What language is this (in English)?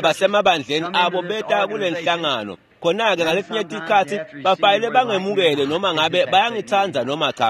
Swati